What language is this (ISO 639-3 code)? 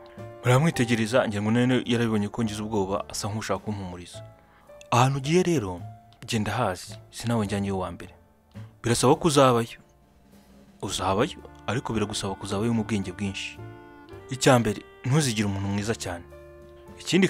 kin